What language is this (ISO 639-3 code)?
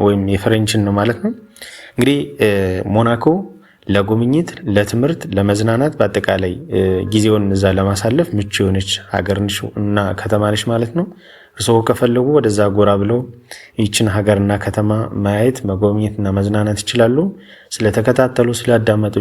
amh